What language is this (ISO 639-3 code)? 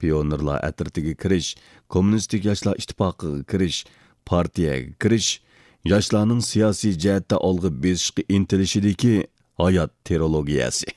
uig